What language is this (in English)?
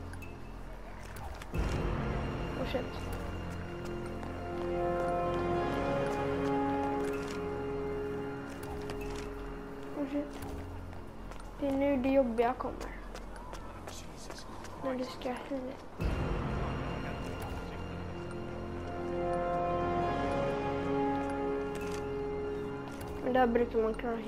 Swedish